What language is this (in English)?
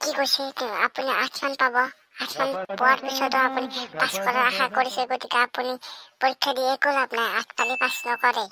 Assamese